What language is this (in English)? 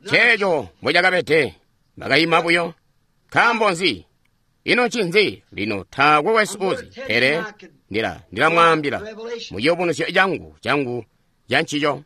Tonga (Zambia)